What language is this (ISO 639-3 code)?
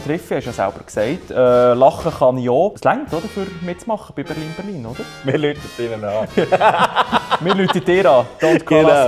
gsw